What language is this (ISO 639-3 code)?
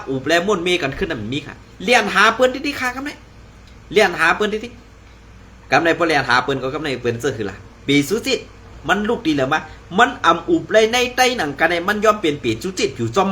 shn